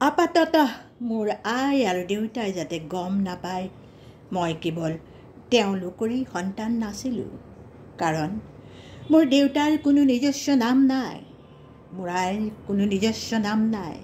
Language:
Assamese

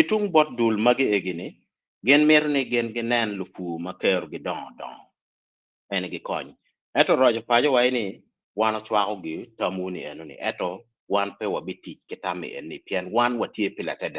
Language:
Acoli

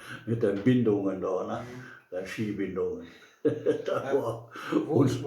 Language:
Westphalien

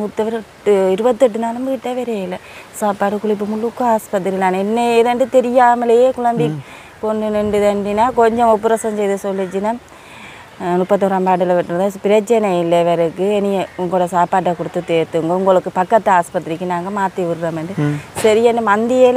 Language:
Tamil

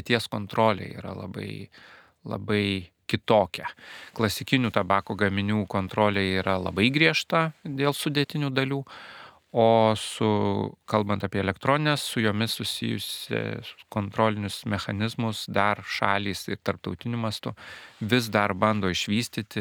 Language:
Lithuanian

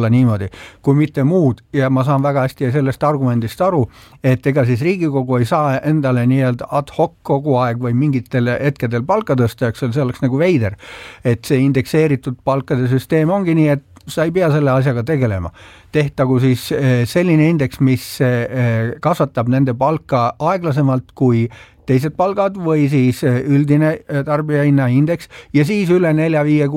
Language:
Estonian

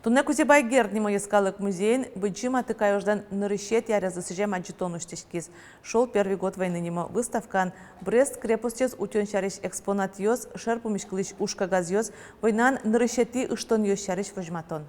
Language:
Udmurt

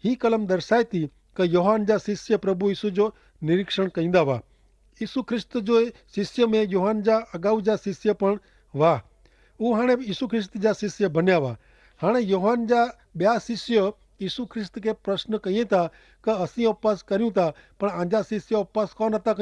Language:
Kachhi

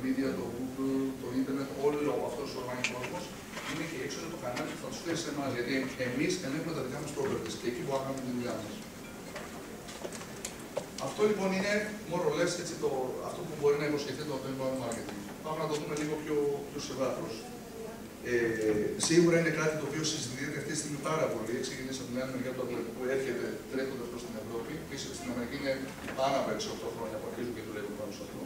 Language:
Greek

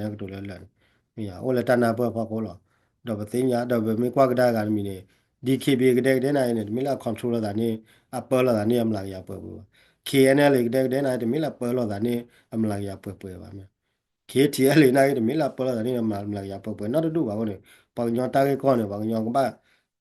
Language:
S'gaw Karen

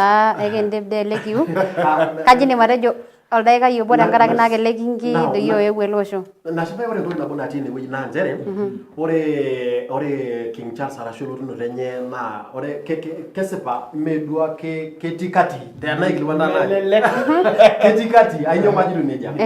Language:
Masai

